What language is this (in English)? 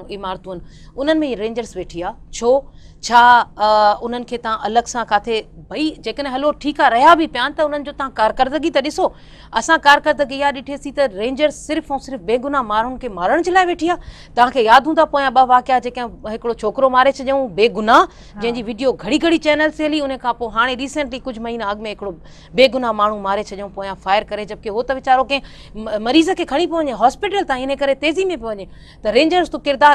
Sindhi